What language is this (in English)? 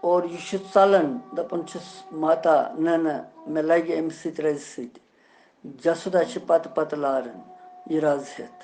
Kashmiri